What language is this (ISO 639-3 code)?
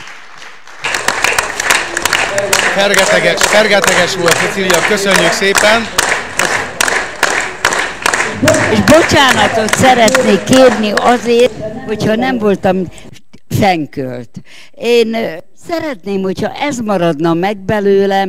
hun